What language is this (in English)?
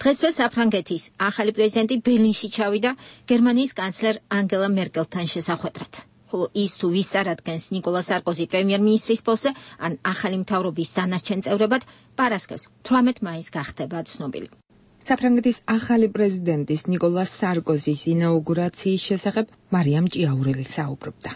Georgian